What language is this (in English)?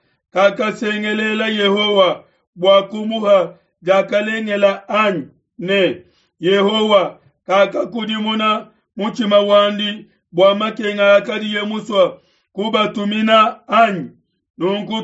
Luba-Lulua